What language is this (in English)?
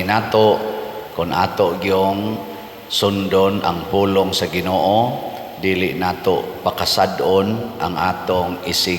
Cebuano